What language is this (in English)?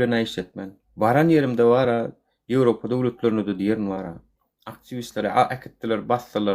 Turkmen